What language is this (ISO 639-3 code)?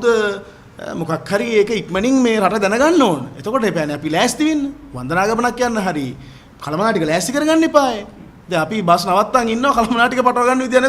sin